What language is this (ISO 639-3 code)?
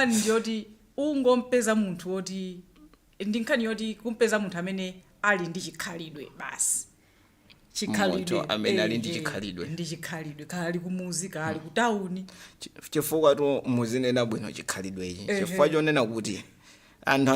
nya